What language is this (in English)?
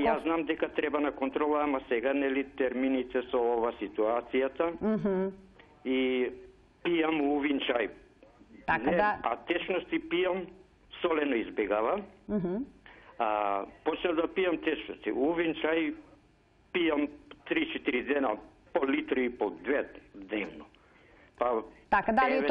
Macedonian